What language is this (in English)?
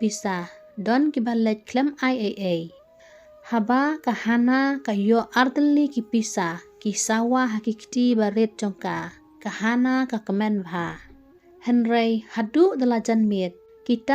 Khasi